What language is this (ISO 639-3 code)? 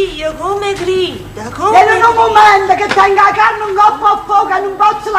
nap